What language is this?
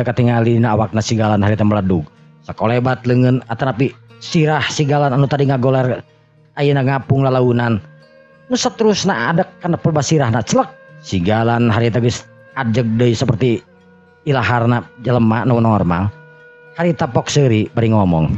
Sundanese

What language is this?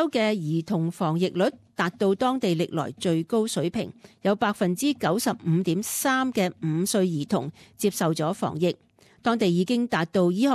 Cantonese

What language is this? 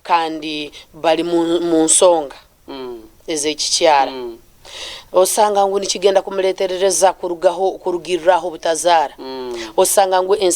Nyankole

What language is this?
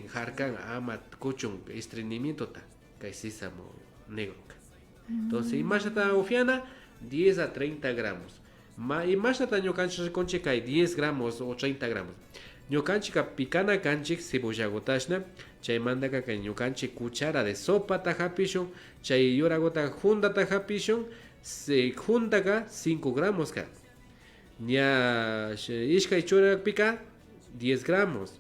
Imbabura Highland Quichua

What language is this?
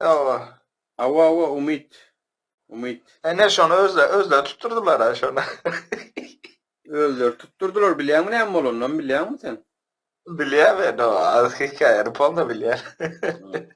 Turkmen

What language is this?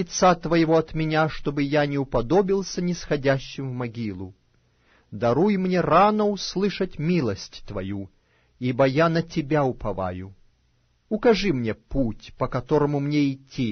Russian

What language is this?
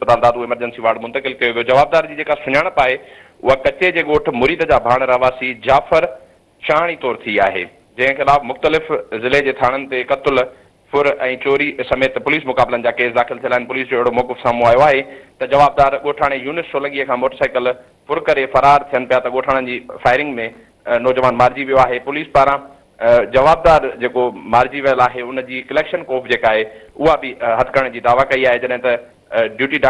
Sindhi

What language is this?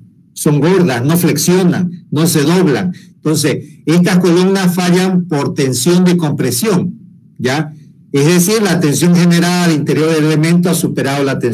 Spanish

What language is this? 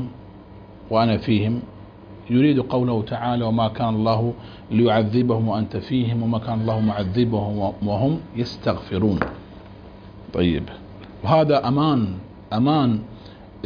Arabic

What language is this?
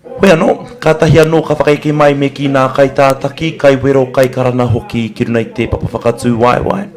Māori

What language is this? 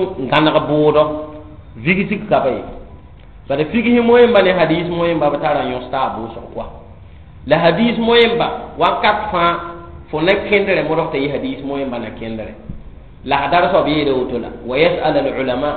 Mossi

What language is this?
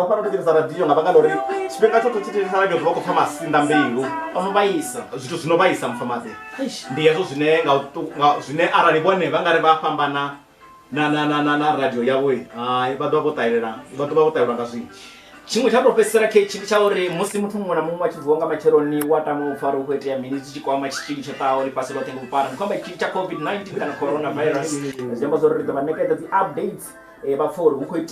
Venda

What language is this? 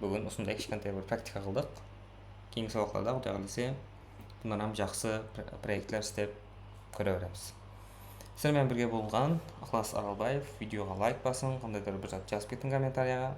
Kara-Kalpak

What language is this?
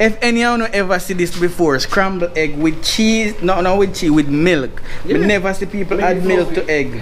Jamaican Creole English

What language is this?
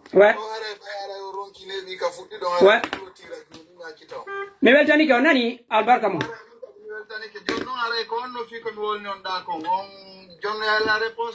Pular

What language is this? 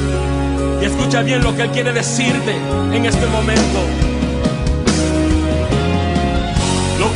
Spanish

